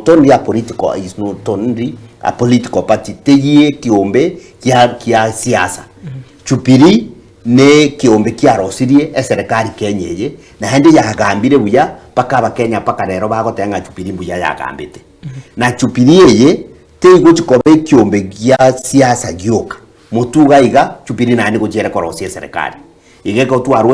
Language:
Gusii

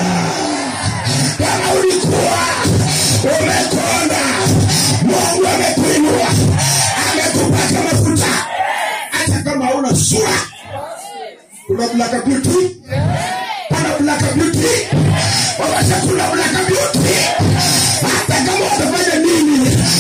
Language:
Swahili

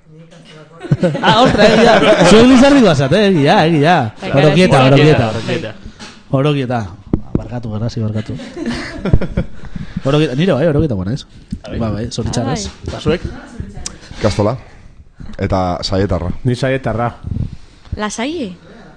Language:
Basque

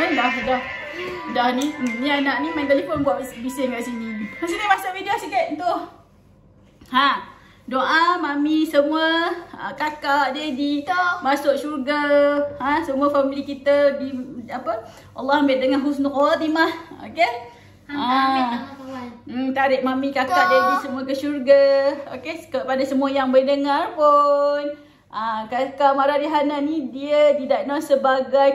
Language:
Malay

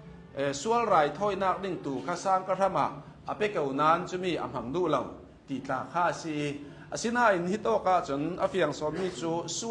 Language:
Hakha Chin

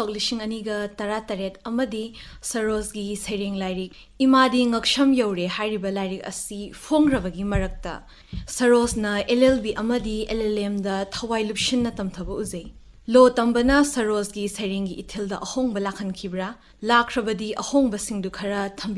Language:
Manipuri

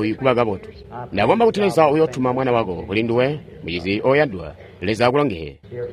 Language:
Tonga (Zambia)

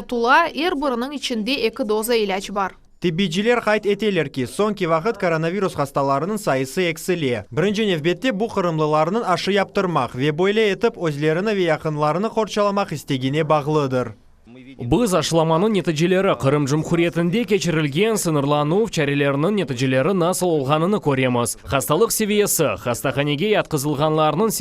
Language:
Crimean Tatar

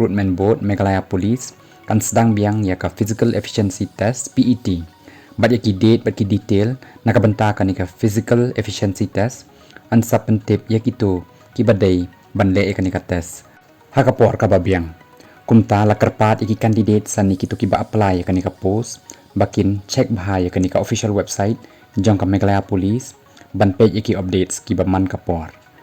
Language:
Khasi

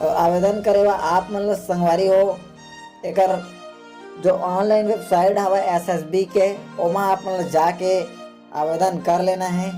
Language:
Chhattisgarhi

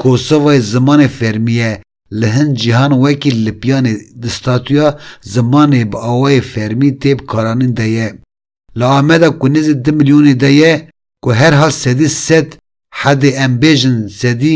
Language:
Kurdish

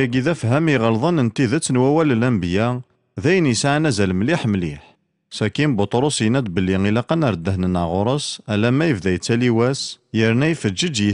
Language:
Kabyle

